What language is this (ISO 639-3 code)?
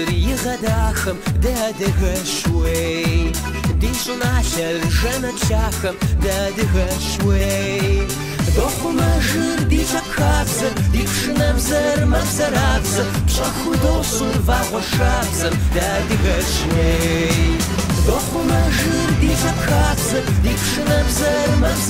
kbd